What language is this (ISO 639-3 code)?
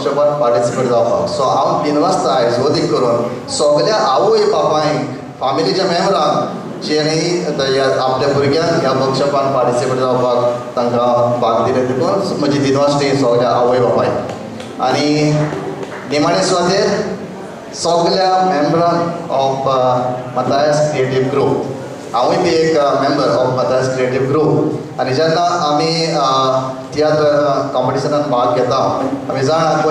kok